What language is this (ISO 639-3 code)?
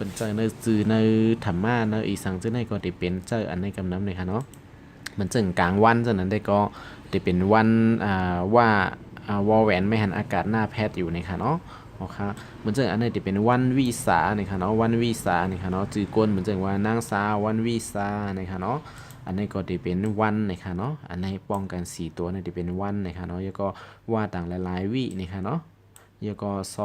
shn